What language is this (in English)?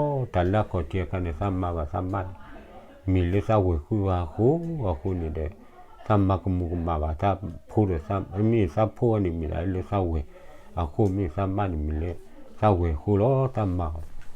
S'gaw Karen